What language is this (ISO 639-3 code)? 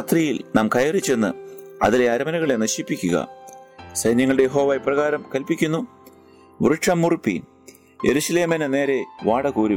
mal